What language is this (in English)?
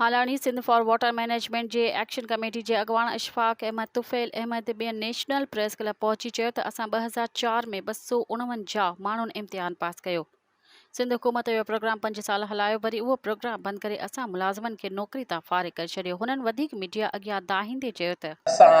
Sindhi